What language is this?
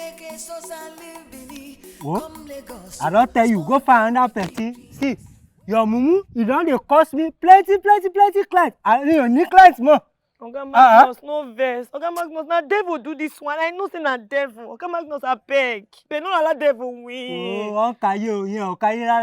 Nigerian Pidgin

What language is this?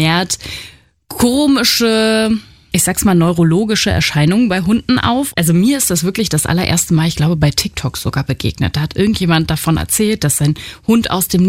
German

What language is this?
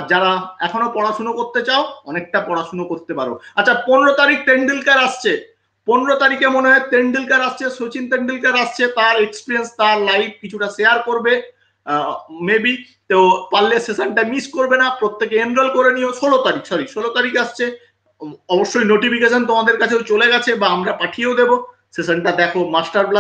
Bangla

